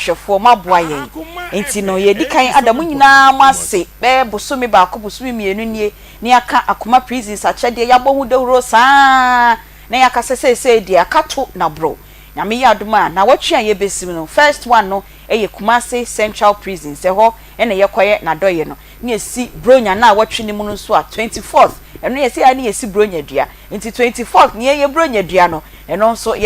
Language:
Akan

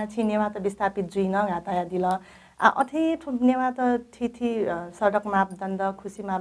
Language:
Newari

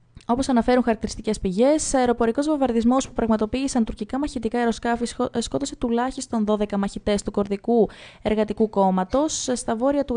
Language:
Greek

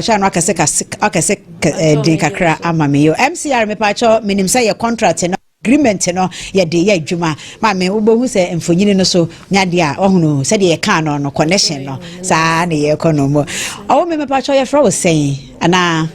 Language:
Akan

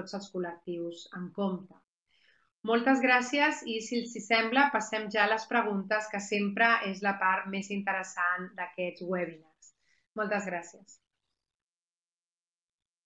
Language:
Catalan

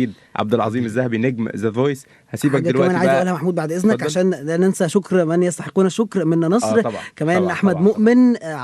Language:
Egyptian Arabic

